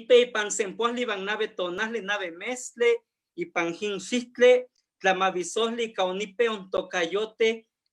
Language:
Eastern Huasteca Nahuatl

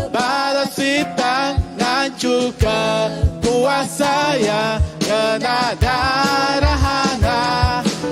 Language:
Iban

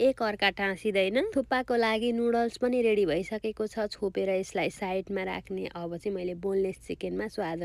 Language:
Nepali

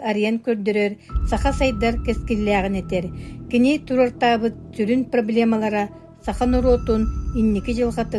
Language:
Yakut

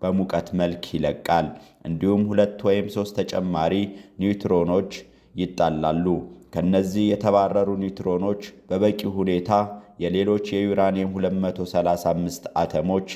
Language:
Amharic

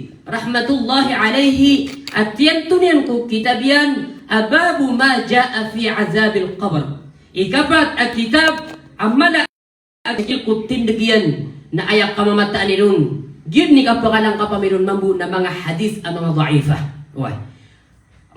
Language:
Maranao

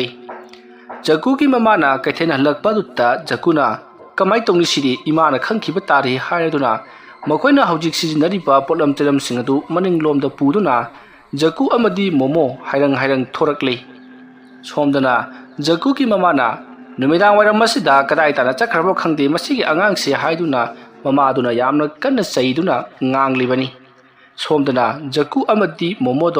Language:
Manipuri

